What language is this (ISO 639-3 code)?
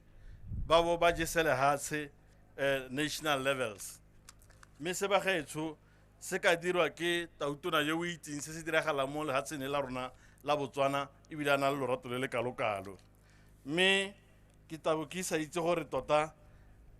tsn